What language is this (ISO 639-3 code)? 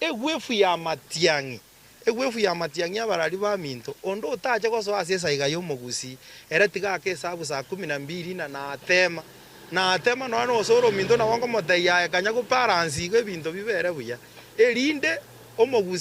guz